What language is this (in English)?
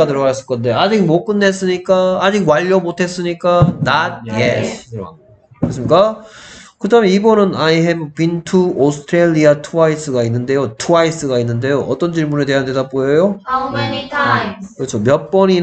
Korean